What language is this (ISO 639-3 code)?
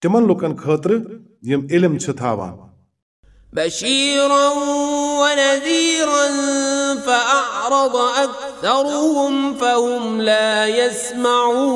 kas